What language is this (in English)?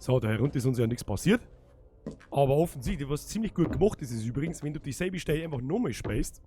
Bavarian